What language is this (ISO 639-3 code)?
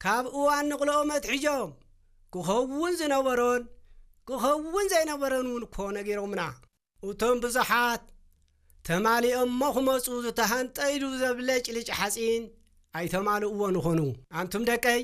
tir